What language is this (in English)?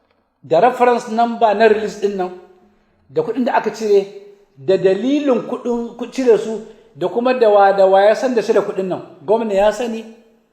Hausa